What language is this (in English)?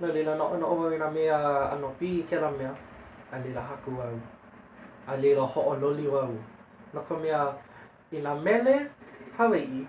Hawaiian